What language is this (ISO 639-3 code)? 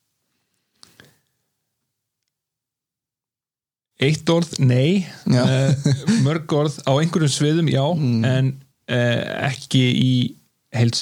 isl